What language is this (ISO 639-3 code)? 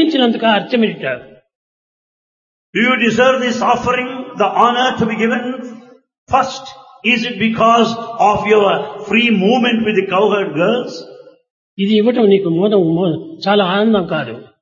tel